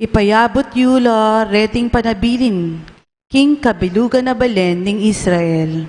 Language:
Pampanga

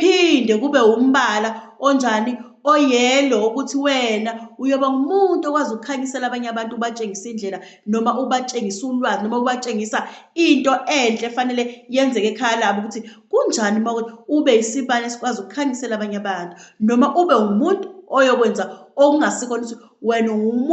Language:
Zulu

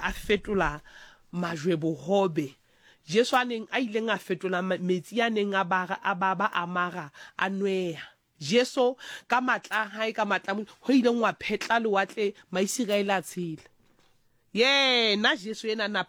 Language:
Southern Sotho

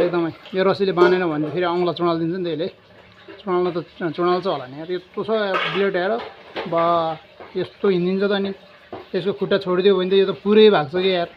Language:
Nepali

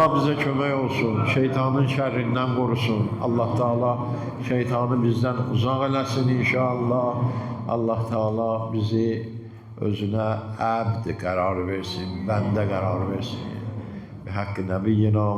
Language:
Azerbaijani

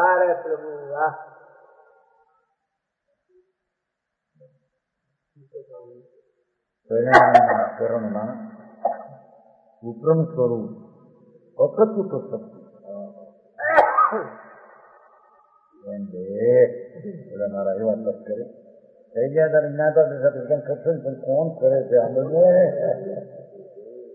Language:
Gujarati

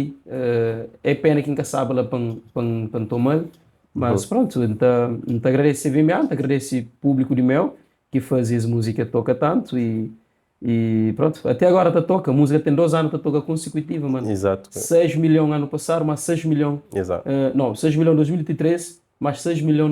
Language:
Kabuverdianu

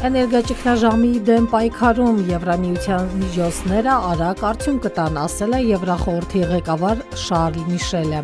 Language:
Armenian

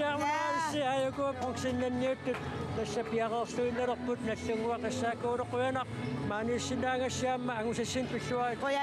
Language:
Kalaallisut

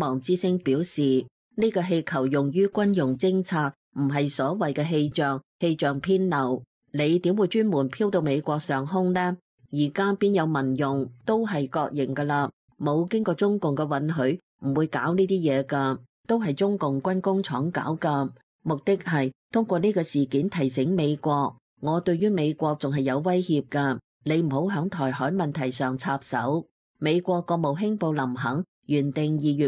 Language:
Cantonese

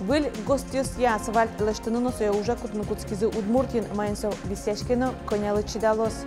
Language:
Udmurt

